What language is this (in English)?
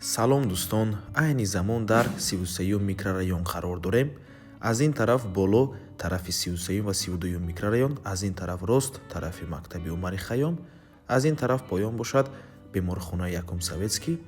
Tajik